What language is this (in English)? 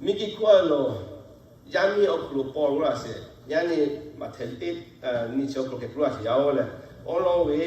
Lahu